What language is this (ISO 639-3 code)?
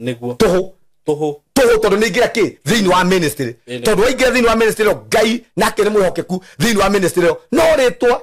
kik